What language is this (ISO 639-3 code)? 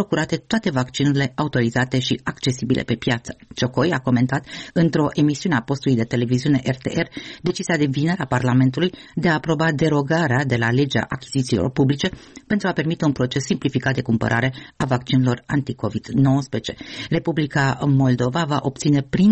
ron